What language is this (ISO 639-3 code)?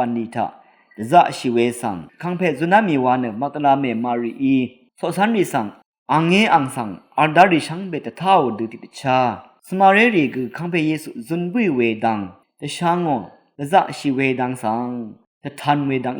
raw